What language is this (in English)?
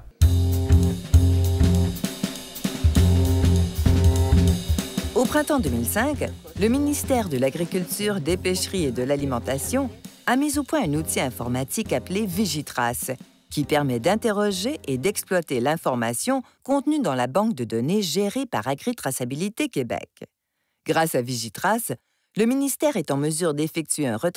French